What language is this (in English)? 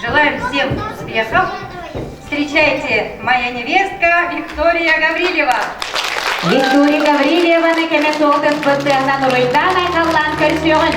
Yakut